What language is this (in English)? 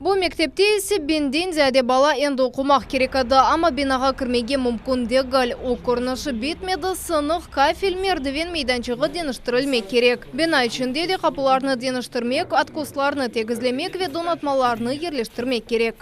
Crimean Tatar